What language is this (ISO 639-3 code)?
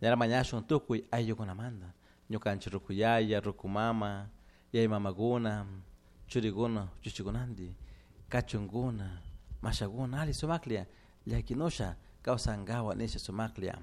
qug